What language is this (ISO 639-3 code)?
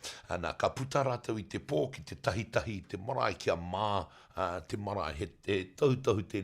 mri